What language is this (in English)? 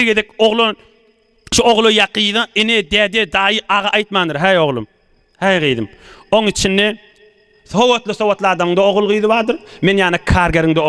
Turkmen